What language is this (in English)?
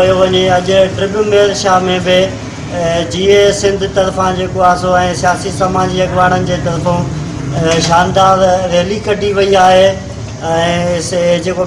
Sindhi